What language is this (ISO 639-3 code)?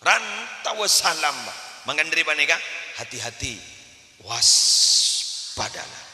mad